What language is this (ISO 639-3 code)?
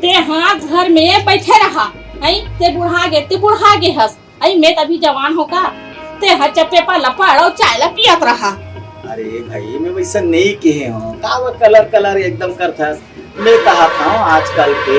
hne